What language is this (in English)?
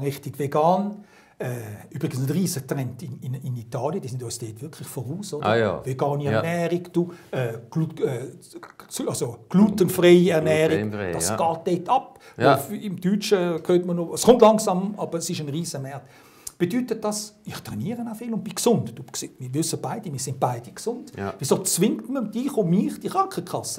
Swiss German